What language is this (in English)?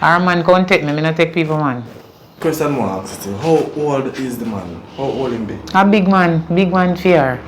Jamaican Creole English